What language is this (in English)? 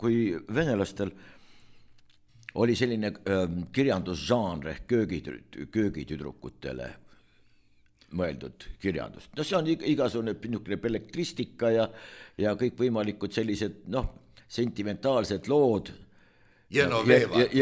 Estonian